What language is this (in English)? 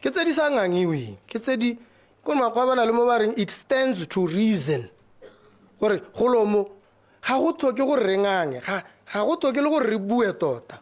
Tswana